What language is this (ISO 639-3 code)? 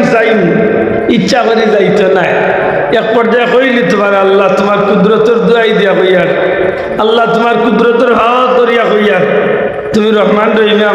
syl